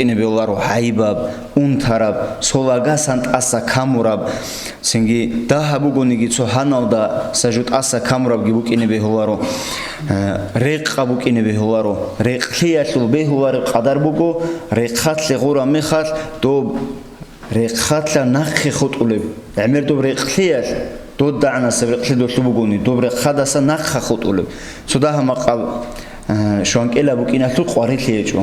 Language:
Avaric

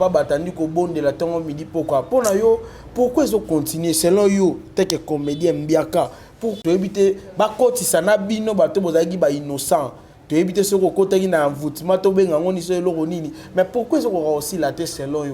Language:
Lingala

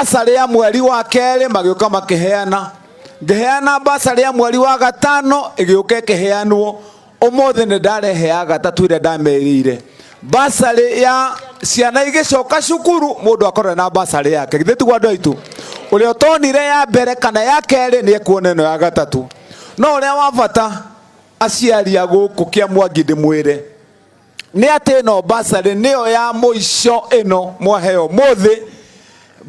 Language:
Kikuyu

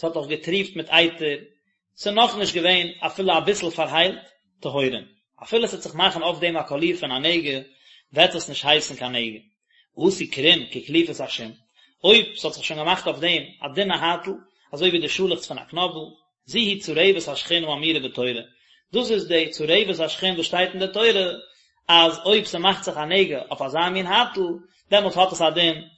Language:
Yiddish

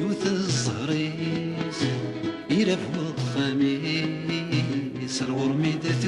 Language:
Kabyle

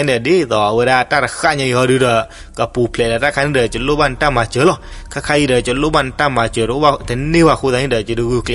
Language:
S'gaw Karen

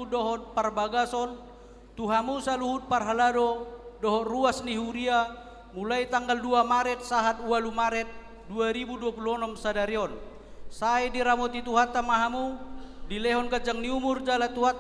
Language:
Batak Toba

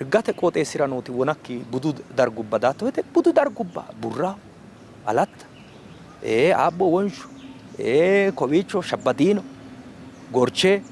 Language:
Sidamo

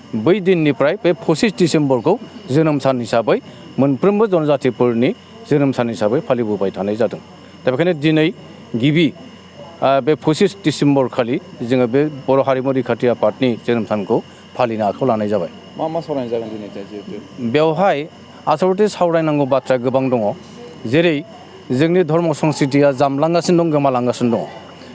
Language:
Bodo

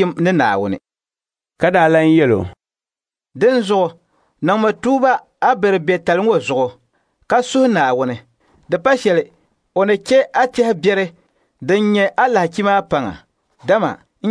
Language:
Dagbani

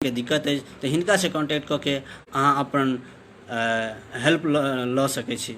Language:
Maithili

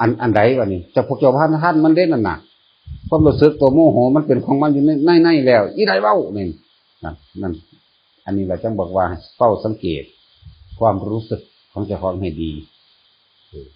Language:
Northeastern Thai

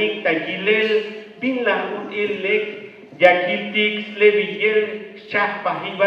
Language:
Tzeltal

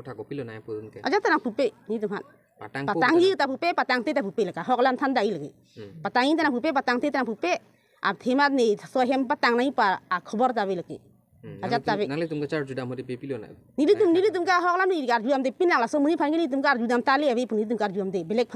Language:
Karbi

